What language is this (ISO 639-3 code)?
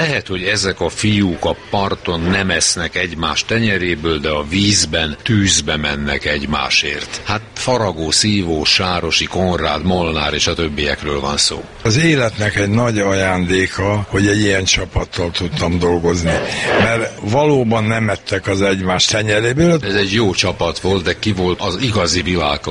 hun